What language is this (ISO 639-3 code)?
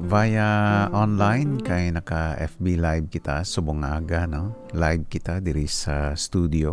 hil